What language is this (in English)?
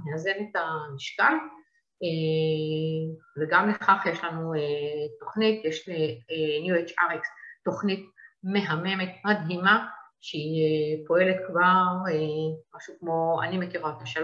Hebrew